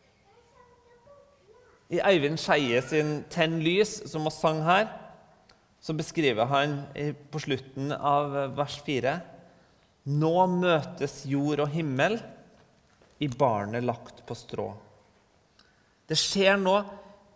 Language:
Norwegian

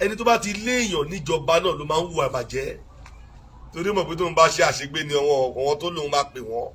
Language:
Yoruba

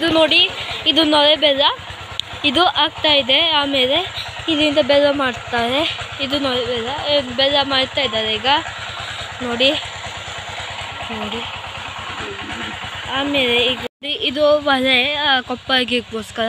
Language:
Kannada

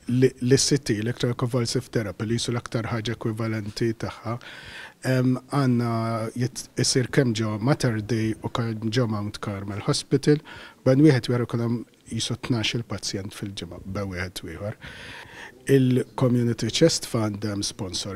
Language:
Maltese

